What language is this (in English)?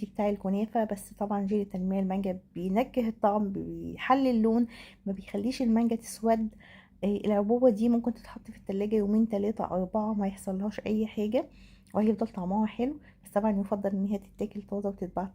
Egyptian Arabic